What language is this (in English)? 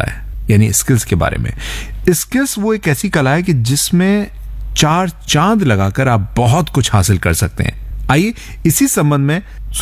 Hindi